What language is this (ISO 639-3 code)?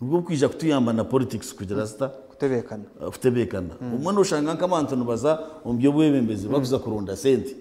nyn